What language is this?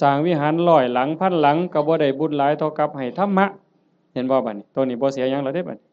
Northeastern Thai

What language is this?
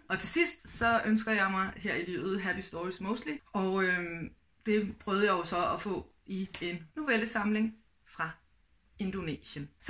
Danish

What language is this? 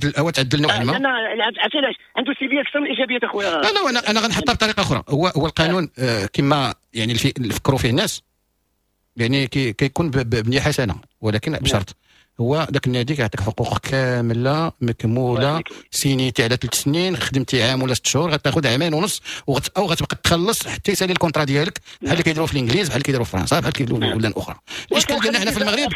Moroccan Arabic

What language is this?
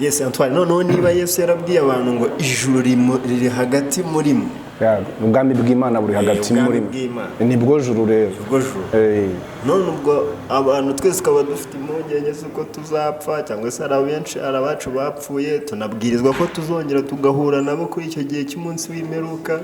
Kinyarwanda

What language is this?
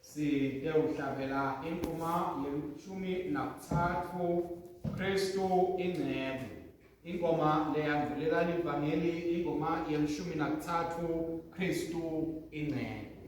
Swati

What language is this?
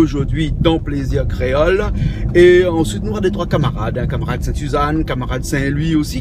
Réunion Creole French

